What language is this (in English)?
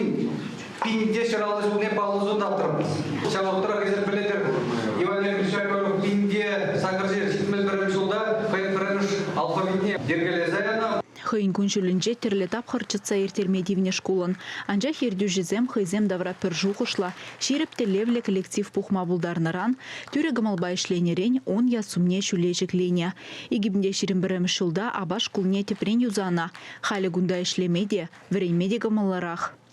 Chuvash